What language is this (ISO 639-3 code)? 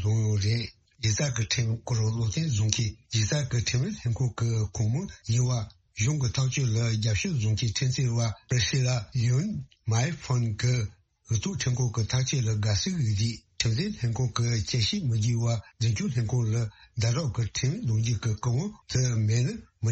bod